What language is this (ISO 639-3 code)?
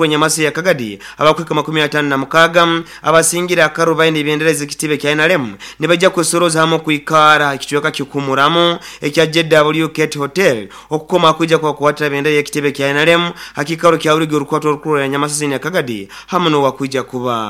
nyo